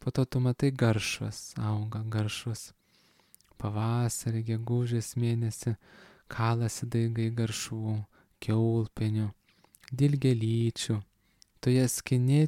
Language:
Lithuanian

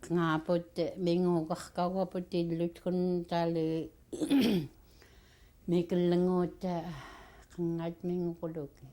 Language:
Central Yupik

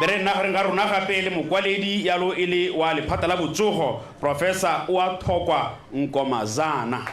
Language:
Tswana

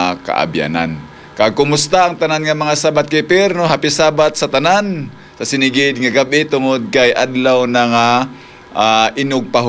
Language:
Hiligaynon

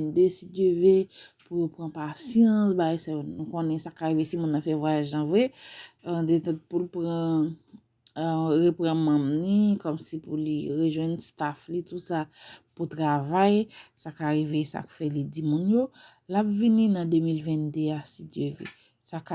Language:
Haitian Creole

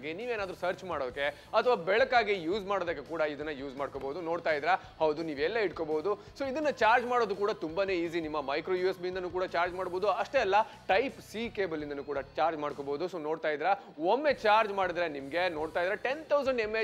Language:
Kannada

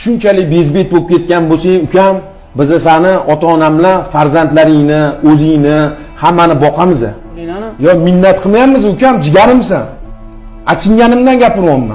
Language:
Uzbek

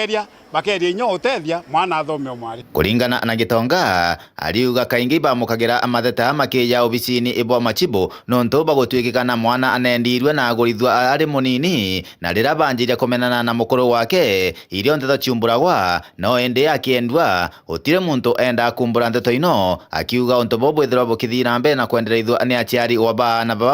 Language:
Meru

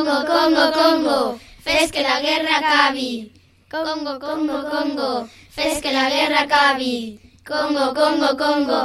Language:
Catalan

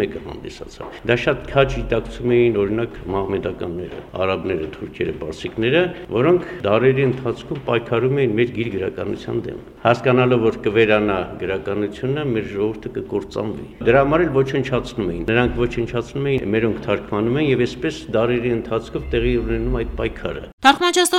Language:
Armenian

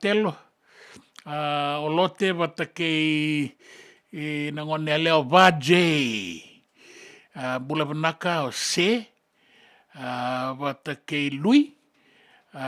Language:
Fijian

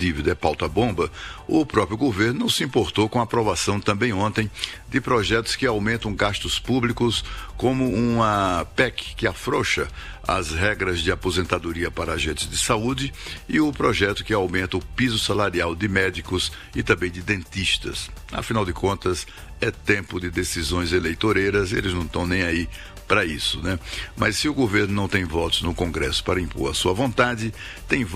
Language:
Portuguese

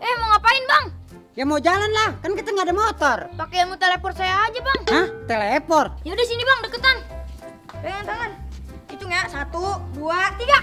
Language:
Betawi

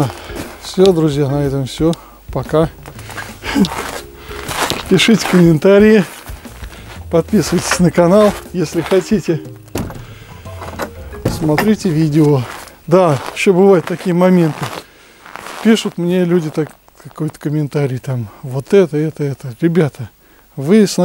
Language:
Russian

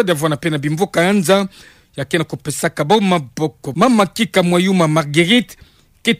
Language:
Kituba (Democratic Republic of Congo)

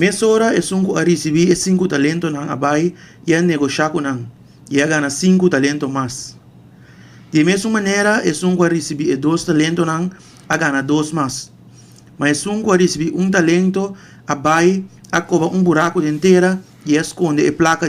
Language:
Papiamento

